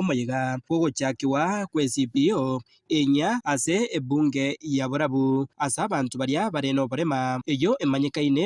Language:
Gusii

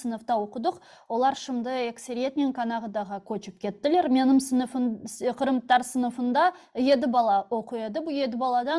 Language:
Crimean Tatar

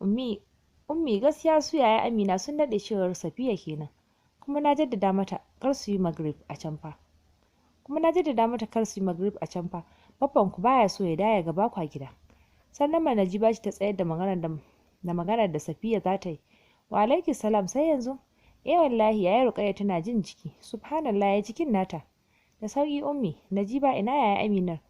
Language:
Hausa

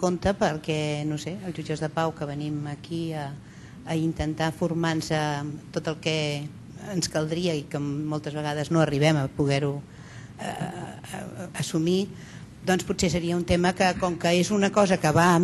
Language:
Catalan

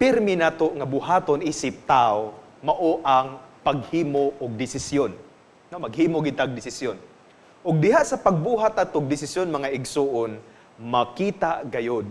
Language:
Cebuano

